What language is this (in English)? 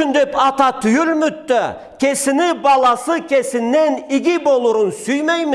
Karachay-Balkar